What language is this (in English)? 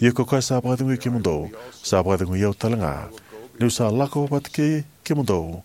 Fijian